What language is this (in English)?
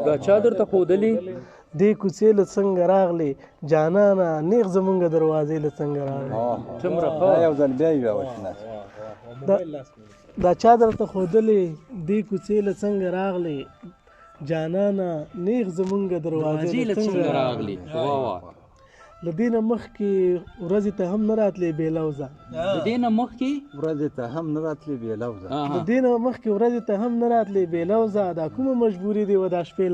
Pashto